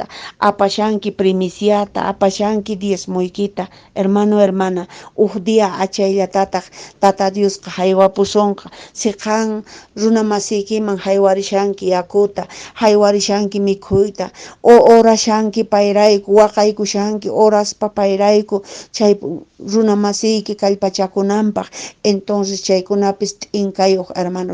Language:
Quechua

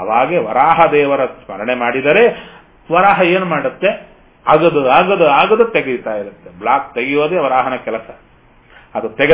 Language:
Kannada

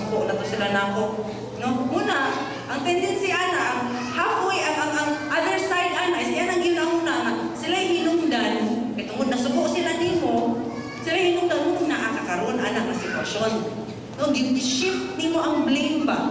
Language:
Cebuano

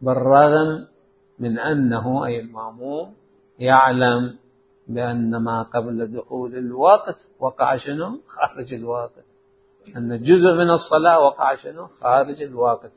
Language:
Mesopotamian Arabic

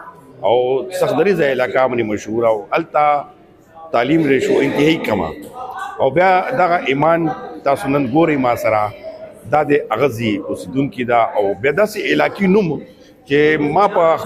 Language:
Pashto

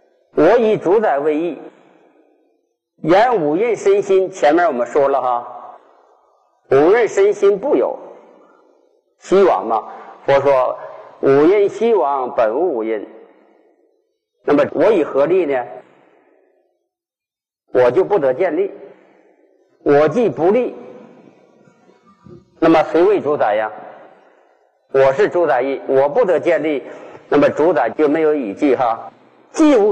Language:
Chinese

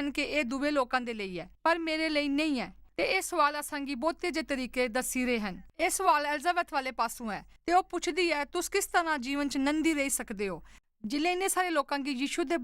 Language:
Dogri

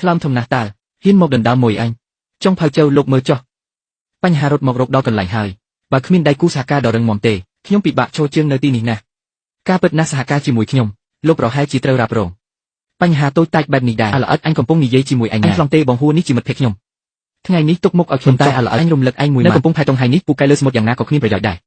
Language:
Khmer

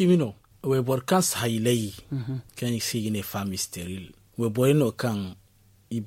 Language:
Zarma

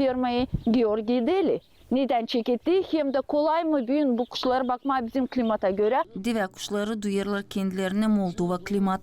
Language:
Gagauz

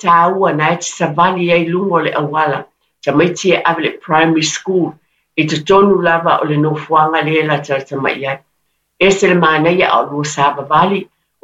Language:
Samoan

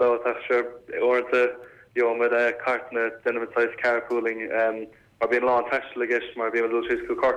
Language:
Irish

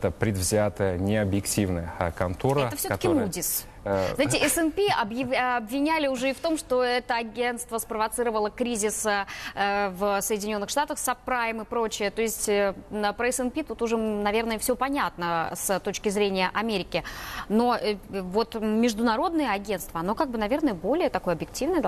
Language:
Russian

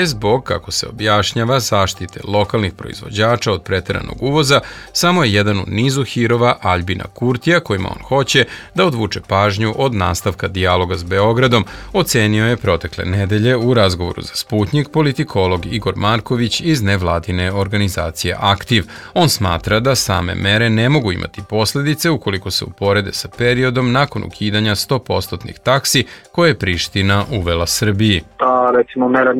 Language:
Serbian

